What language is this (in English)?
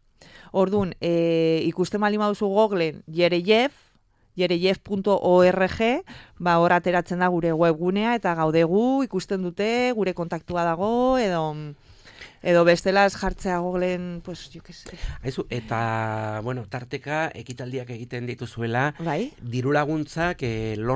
Basque